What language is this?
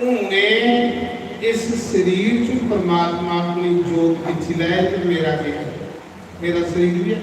Dogri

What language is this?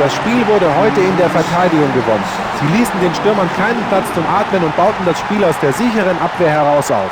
Bavarian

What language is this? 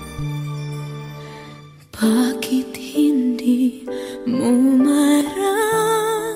Filipino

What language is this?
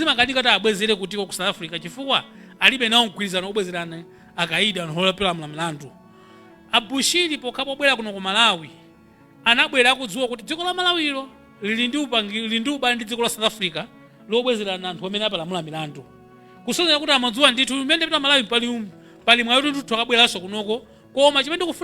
Nyanja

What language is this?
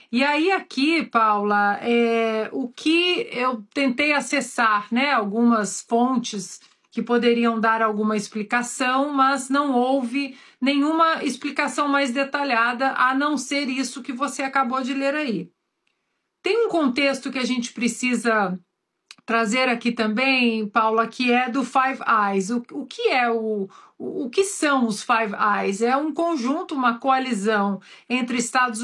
Portuguese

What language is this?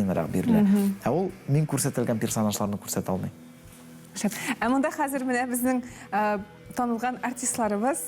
Tatar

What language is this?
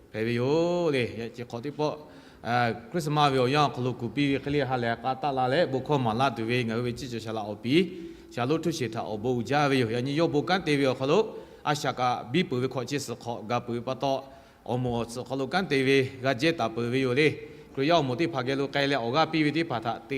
Lahu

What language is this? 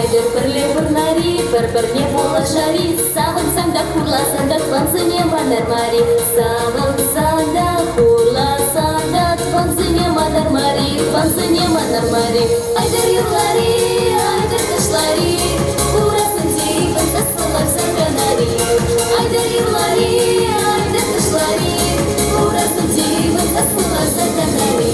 Chuvash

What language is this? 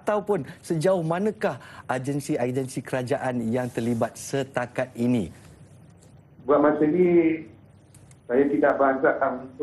Malay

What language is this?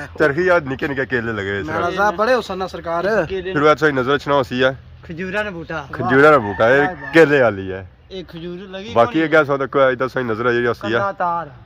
Pahari-Potwari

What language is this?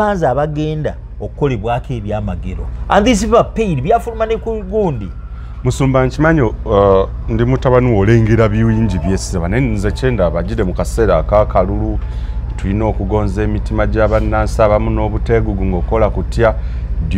Ganda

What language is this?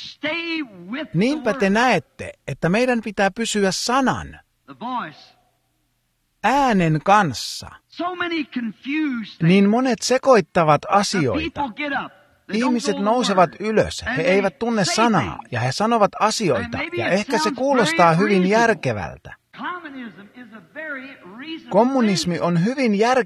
Finnish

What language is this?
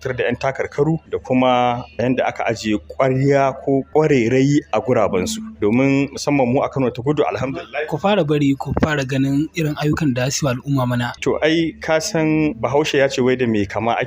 Hausa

